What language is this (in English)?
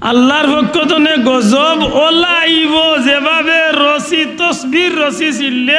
Sylheti